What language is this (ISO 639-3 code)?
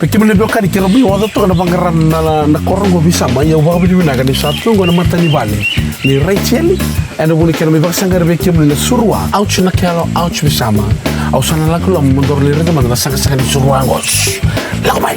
fij